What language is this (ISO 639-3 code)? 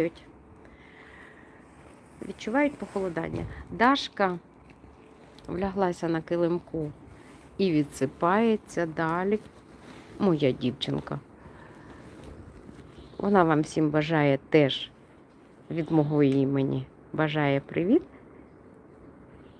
ukr